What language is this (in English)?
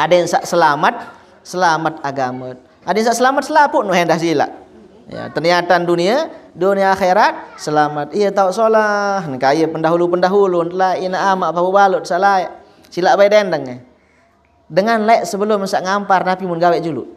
Sasak